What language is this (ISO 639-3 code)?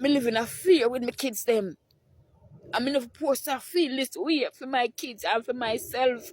jam